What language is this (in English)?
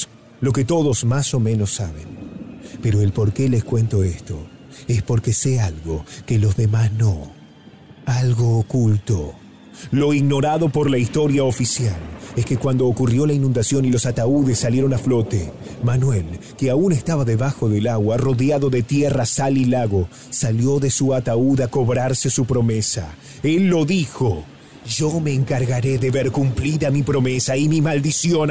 Spanish